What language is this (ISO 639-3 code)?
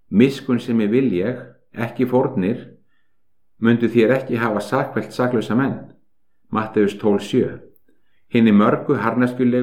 isl